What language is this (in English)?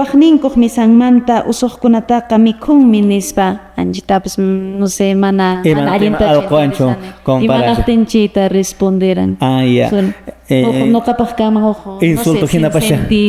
Quechua